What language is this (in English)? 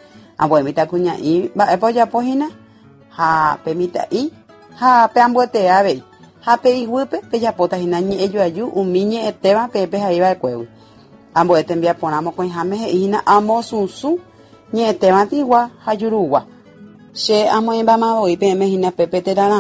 Guarani